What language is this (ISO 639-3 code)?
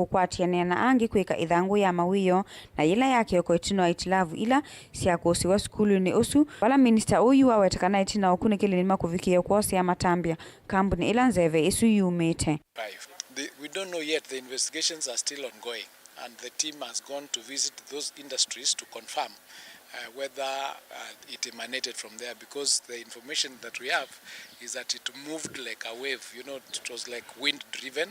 kam